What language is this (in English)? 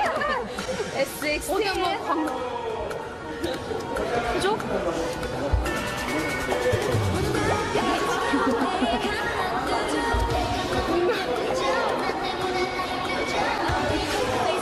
Korean